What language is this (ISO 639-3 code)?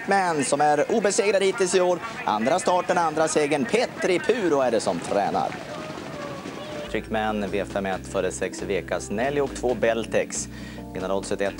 swe